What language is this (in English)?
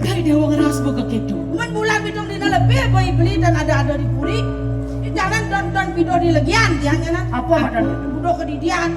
Balinese